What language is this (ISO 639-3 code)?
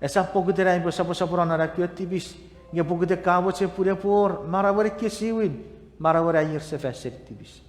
chk